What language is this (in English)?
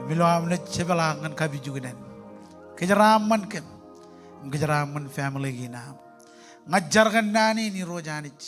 Marshallese